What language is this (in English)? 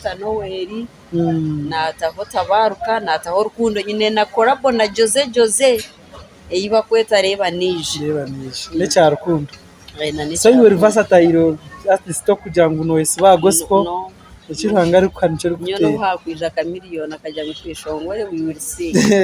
Nyankole